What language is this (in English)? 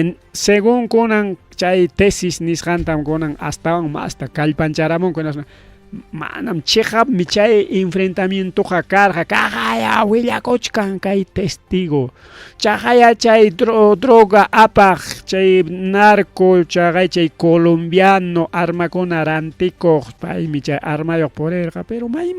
Ayacucho Quechua